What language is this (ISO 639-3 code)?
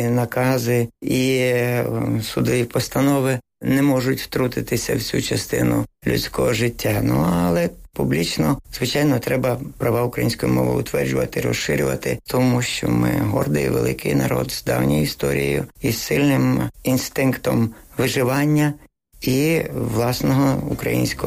ukr